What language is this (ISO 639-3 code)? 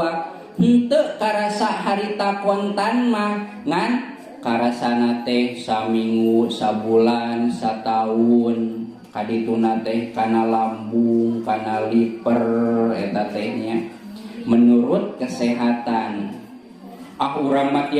sun